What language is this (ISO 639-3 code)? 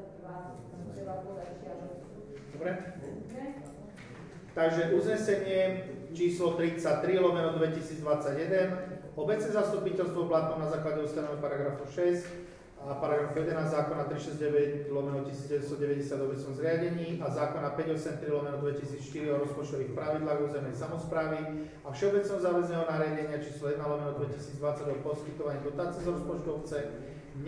slk